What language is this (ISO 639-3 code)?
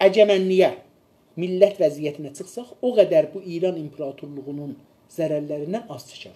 azb